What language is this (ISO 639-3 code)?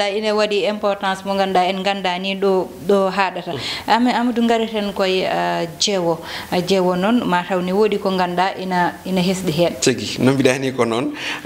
ful